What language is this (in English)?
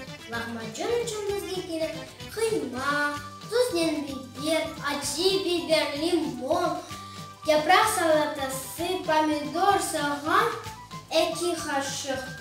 Crimean Tatar